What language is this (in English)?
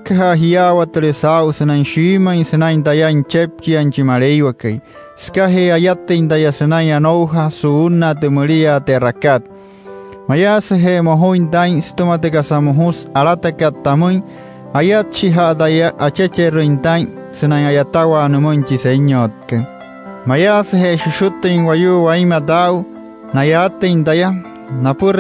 Wayuu